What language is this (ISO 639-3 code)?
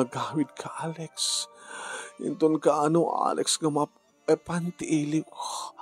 ilo